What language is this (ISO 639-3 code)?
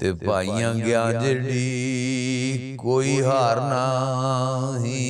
lah